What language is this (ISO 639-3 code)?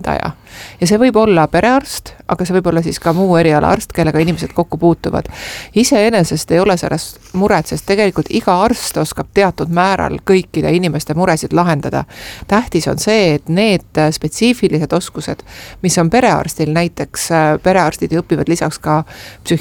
est